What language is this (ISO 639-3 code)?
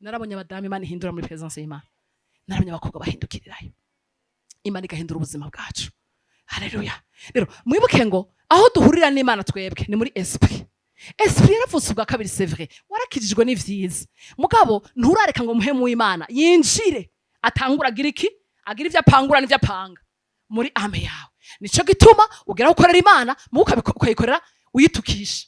run